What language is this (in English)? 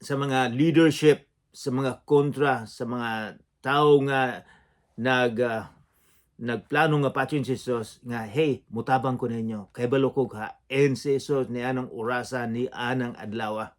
Cebuano